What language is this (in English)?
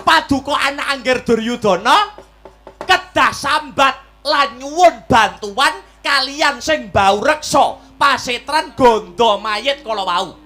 Javanese